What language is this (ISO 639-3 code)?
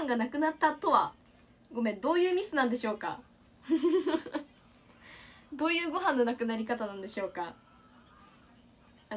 jpn